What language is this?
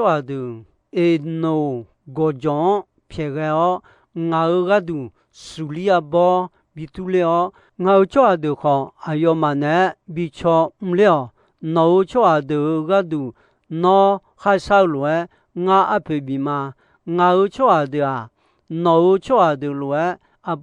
Akha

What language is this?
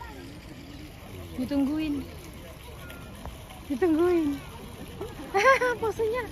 Indonesian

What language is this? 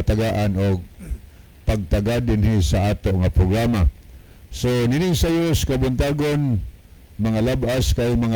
Cebuano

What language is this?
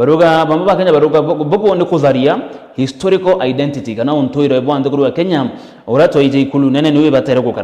Meru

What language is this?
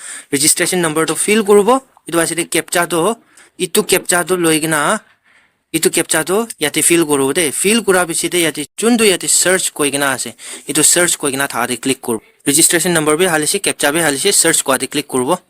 Naga Pidgin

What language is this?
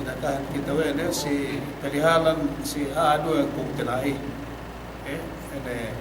Yakan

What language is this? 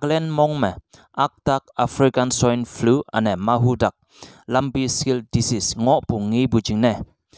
Konyak Naga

